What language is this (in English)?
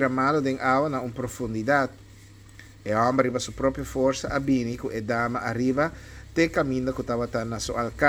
Papiamento